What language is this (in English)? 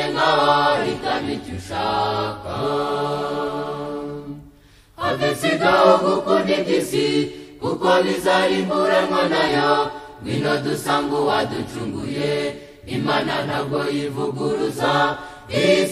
Kinyarwanda